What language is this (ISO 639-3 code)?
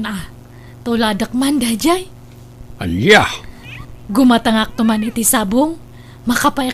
ilo